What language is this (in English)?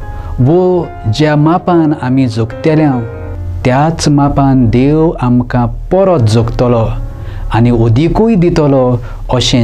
Konkani